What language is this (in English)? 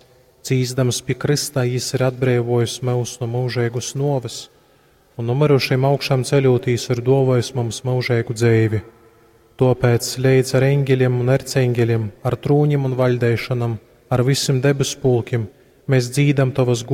Latgalian